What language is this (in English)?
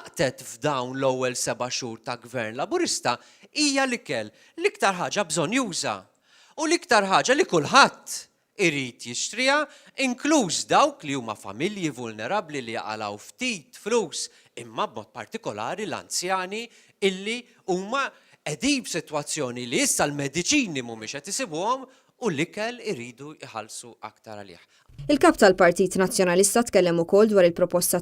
Maltese